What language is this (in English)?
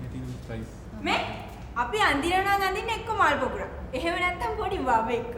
Sinhala